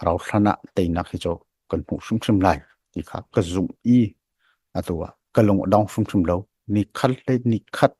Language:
Hakha Chin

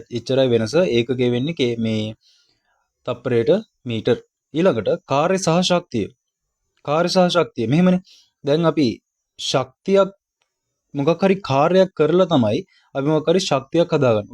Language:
Sinhala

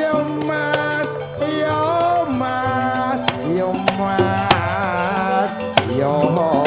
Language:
Madurese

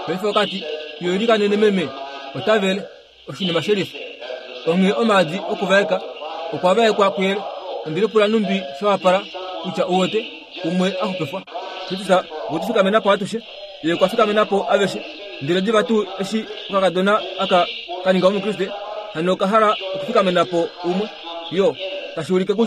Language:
Kuanyama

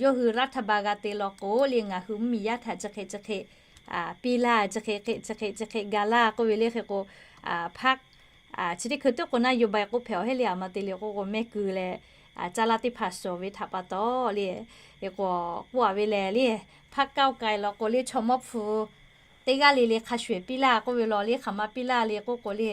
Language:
Lahu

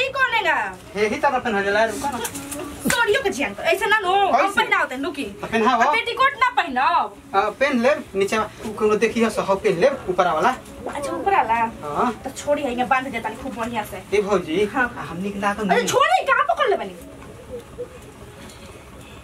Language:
Bhojpuri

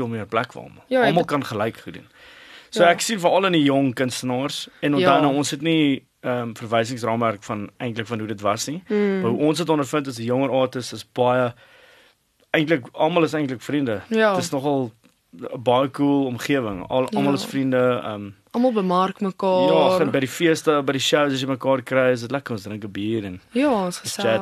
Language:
Afrikaans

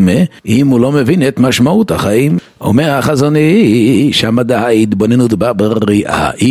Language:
Hebrew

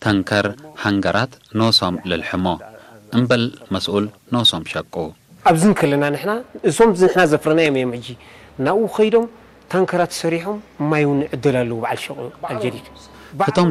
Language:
Tigre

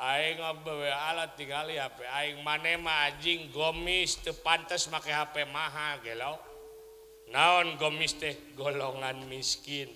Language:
Sundanese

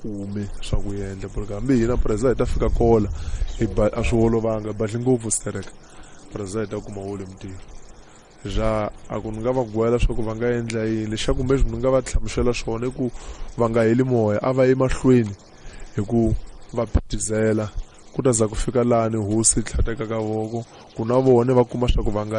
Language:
Tsonga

